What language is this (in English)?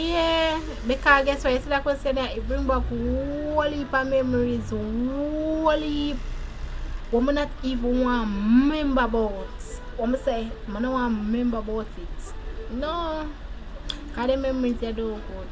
Jamaican Creole English